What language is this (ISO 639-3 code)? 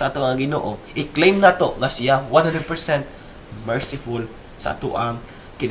ceb